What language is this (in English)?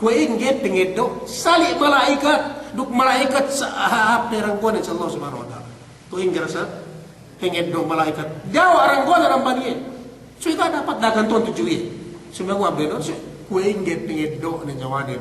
Yakan